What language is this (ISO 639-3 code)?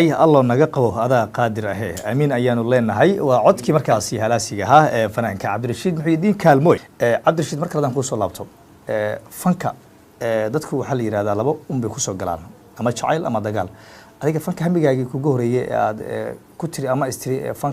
som